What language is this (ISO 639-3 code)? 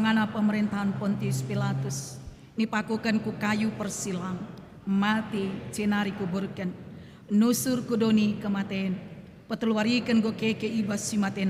btx